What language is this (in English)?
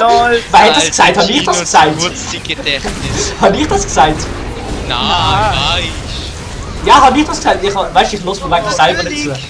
Swiss German